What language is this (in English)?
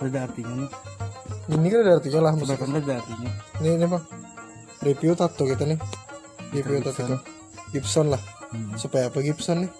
Banjar